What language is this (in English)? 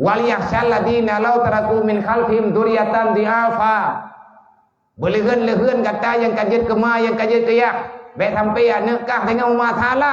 Achinese